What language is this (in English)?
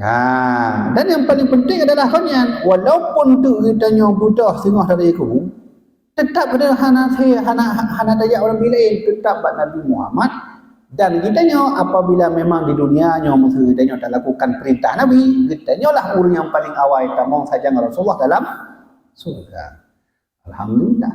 Achinese